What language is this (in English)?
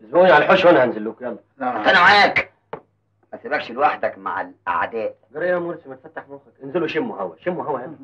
Egyptian Arabic